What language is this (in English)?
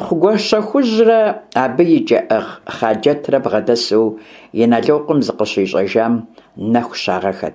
Kabardian